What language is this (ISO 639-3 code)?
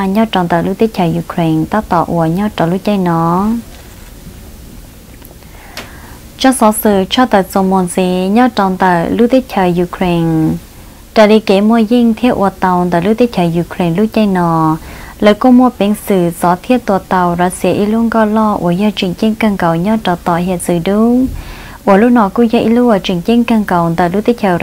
vie